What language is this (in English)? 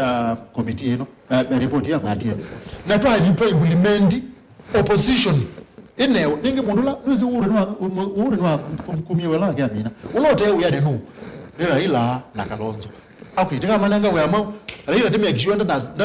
Kamba